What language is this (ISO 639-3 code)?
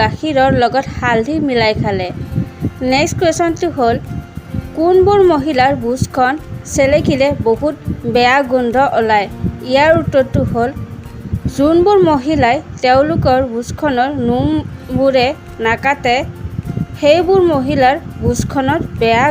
asm